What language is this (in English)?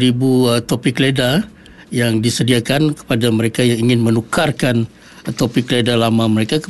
Malay